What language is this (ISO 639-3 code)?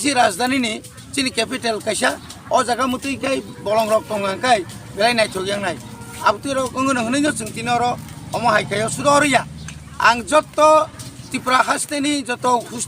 trp